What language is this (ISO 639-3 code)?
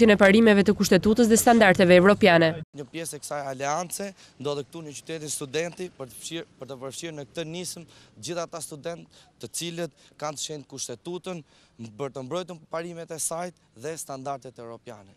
sqi